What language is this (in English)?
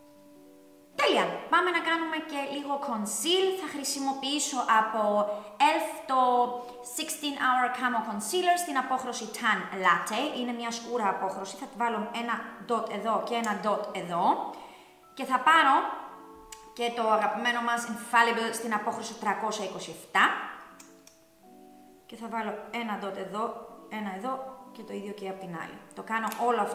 Greek